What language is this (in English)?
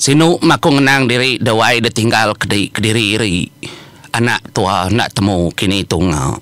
Iban